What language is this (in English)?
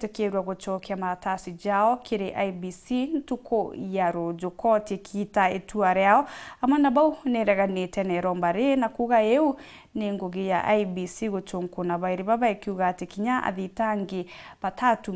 Meru